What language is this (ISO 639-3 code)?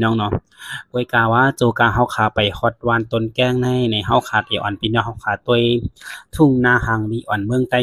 shn